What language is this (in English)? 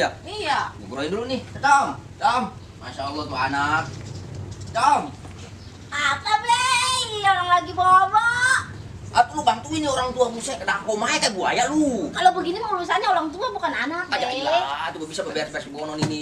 Betawi